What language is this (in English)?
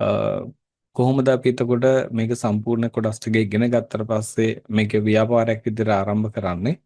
Sinhala